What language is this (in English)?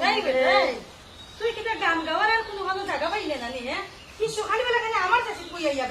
Sylheti